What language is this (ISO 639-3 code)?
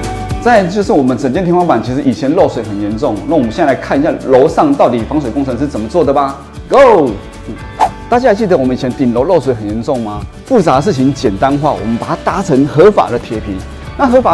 zho